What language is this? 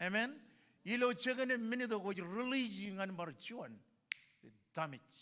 Marshallese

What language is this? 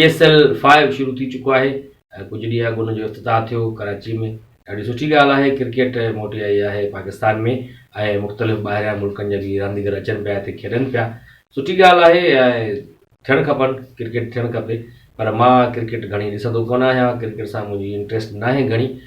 Sindhi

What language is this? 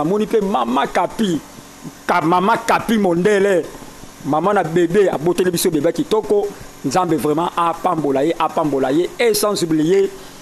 Lingala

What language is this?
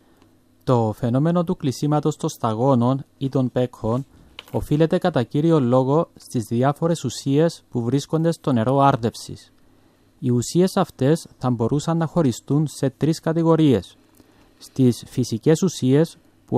Greek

